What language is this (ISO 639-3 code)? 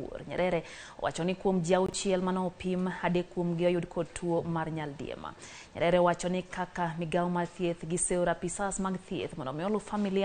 luo